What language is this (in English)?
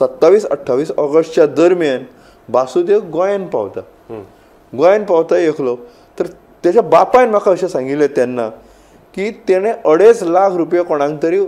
Konkani